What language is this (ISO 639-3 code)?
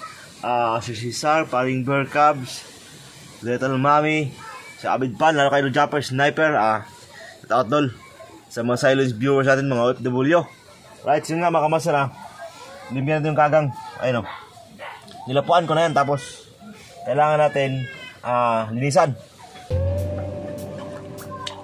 fil